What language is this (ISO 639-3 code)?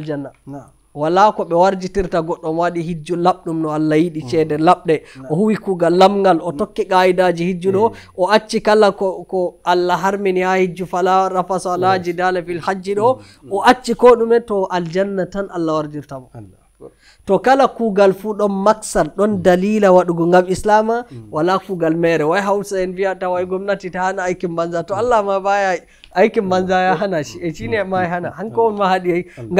fuv